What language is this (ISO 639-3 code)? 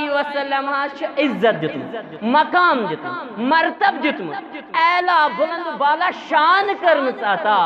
kas